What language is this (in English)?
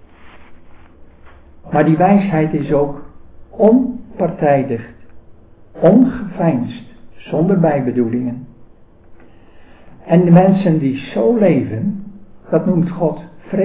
Dutch